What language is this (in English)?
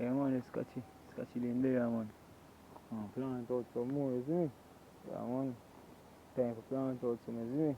Jamaican Creole English